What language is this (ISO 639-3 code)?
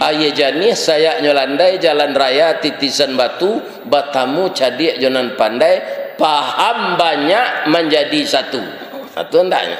min